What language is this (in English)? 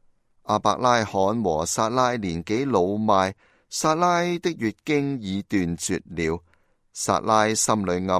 Cantonese